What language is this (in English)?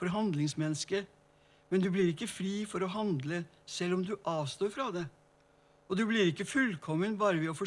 Norwegian